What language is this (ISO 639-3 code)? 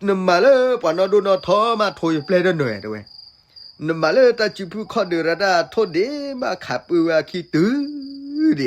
ksw